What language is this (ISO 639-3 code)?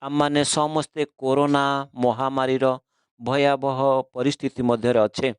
ori